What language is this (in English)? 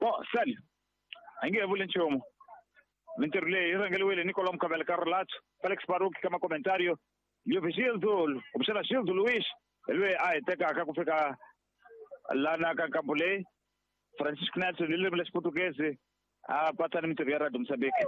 Tsonga